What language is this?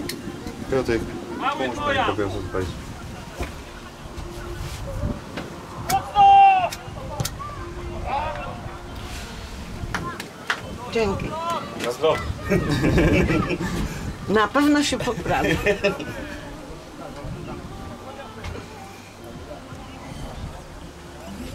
Polish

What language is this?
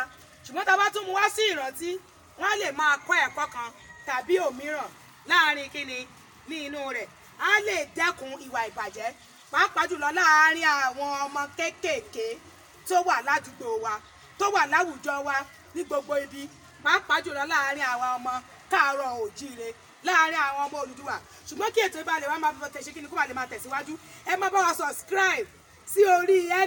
Yoruba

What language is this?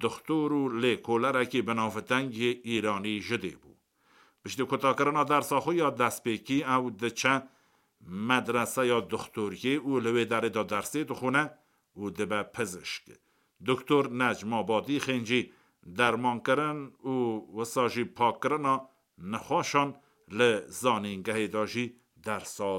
Kurdish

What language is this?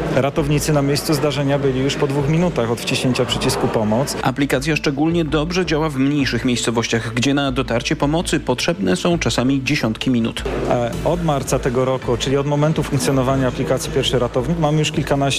Polish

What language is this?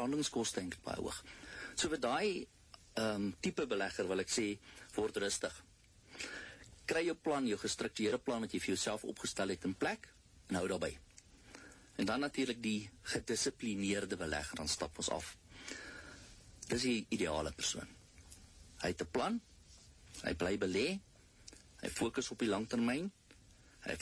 Afrikaans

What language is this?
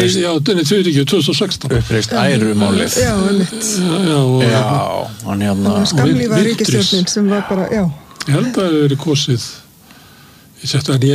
Icelandic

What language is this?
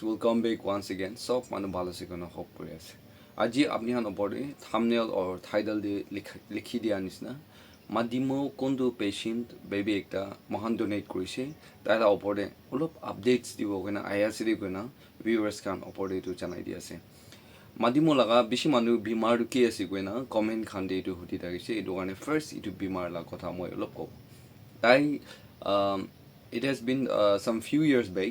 Naga Pidgin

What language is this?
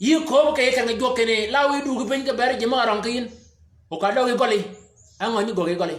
Shilluk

